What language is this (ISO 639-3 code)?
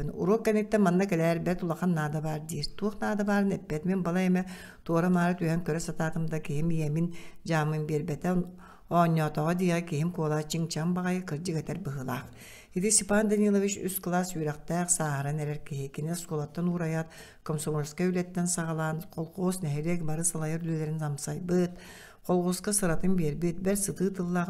sah